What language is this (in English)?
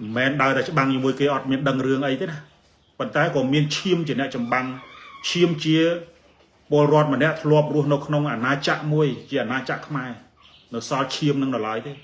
Khmer